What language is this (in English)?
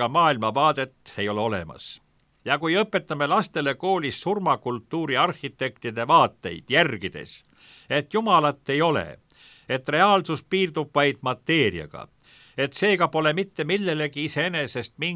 Estonian